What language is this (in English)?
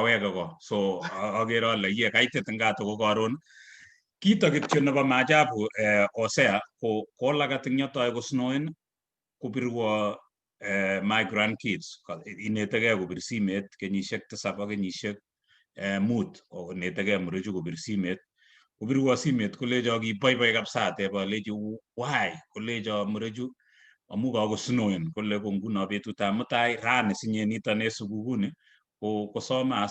Kalenjin